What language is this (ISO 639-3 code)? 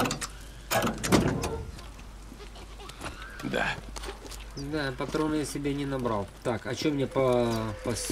rus